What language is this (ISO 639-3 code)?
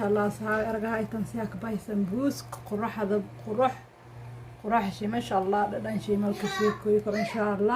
som